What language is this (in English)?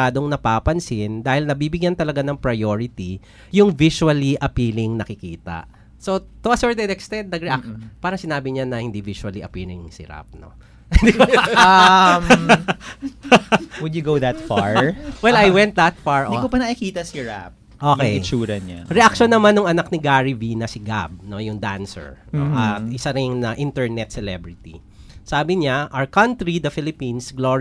Filipino